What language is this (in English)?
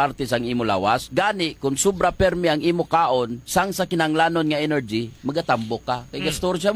Hiligaynon